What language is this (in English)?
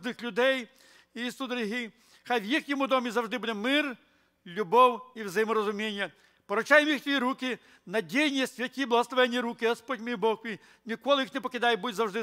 Ukrainian